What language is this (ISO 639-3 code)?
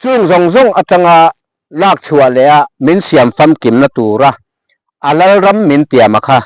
lus